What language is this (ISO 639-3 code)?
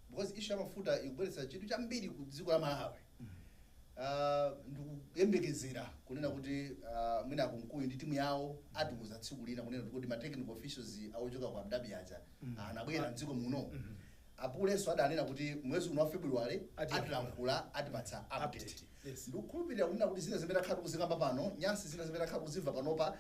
nya